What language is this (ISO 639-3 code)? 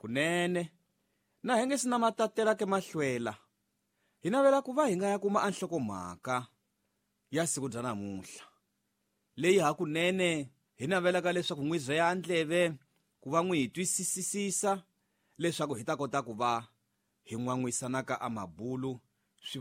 tso